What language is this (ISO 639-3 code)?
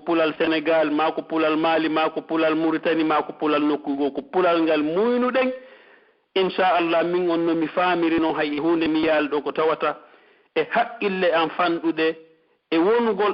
fuf